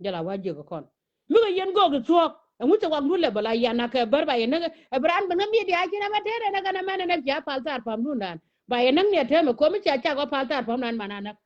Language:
Nuer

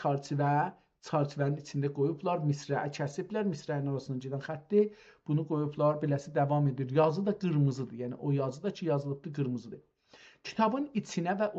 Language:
South Azerbaijani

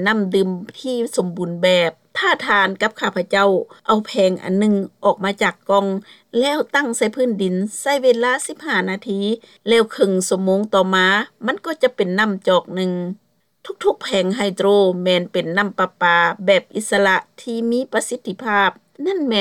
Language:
Lao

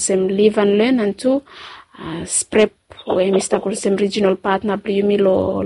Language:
Bislama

